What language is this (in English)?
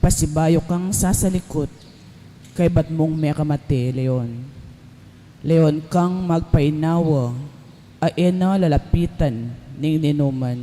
Pampanga